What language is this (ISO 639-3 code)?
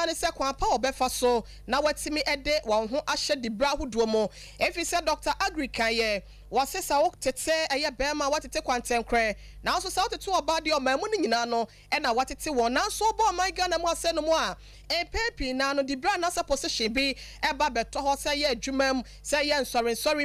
aka